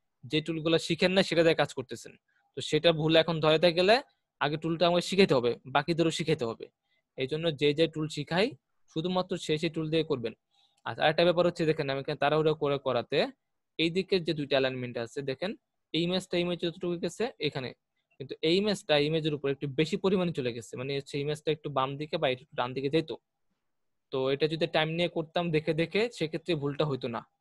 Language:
Bangla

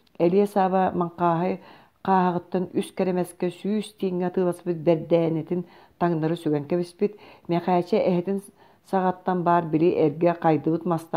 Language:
Yakut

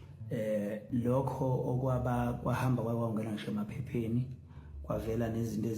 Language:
Zulu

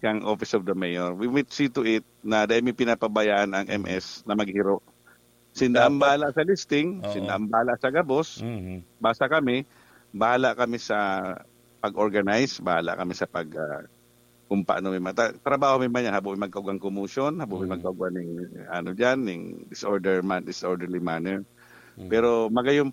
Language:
Bikol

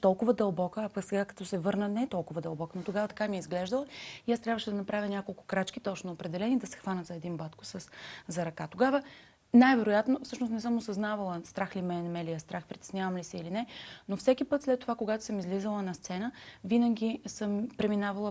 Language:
Bulgarian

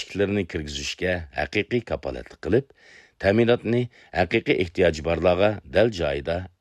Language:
Uyghur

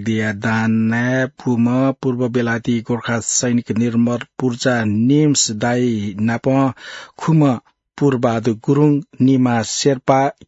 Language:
Newari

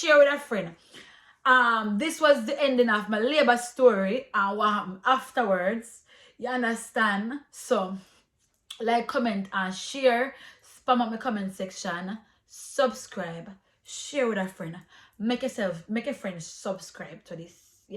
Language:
Jamaican Creole English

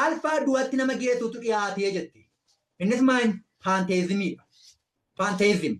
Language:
Oromo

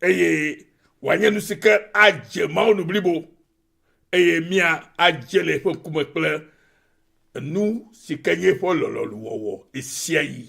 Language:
Ewe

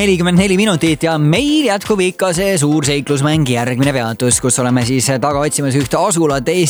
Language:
Estonian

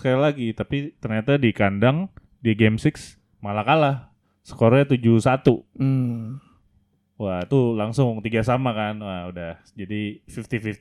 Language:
Indonesian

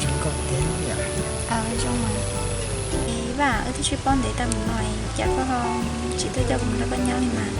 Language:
Hmong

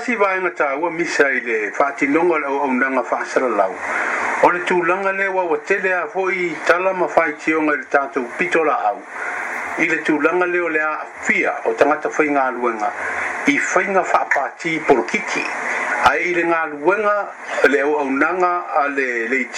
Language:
Samoan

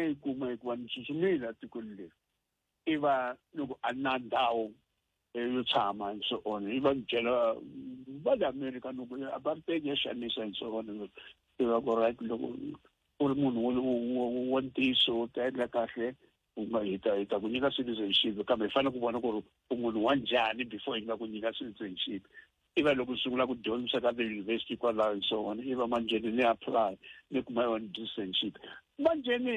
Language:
Tsonga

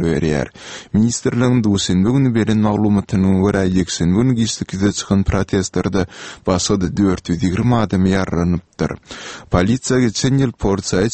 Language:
Turkmen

